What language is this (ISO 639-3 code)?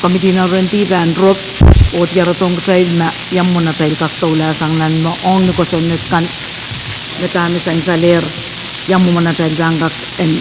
pon